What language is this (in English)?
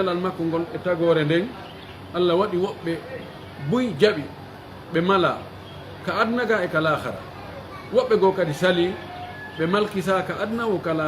Pular